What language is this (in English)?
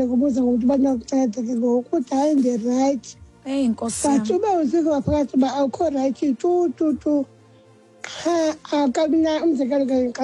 Xhosa